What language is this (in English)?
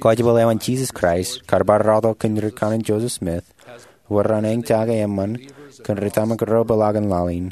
Marshallese